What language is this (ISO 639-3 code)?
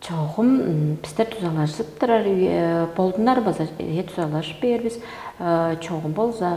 tyv